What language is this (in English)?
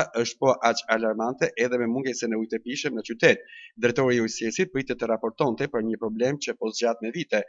Albanian